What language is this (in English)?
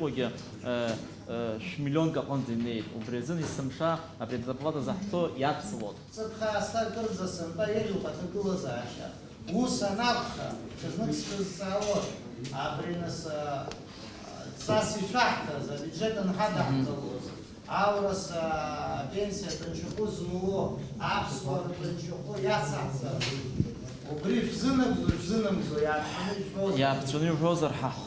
Abkhazian